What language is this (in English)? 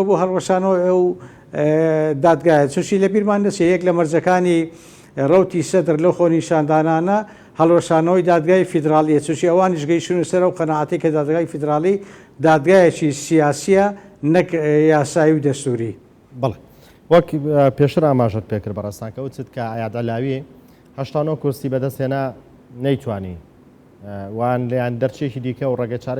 Central Kurdish